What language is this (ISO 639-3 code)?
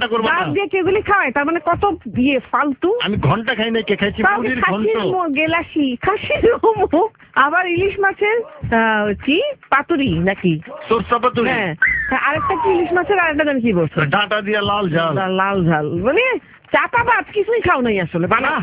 ben